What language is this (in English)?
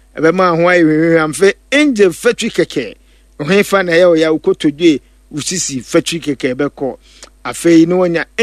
Akan